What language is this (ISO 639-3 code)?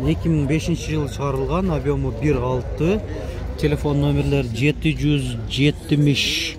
kir